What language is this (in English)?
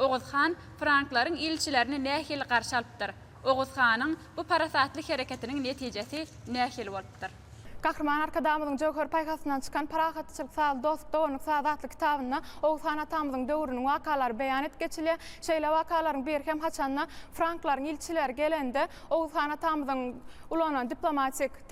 Turkmen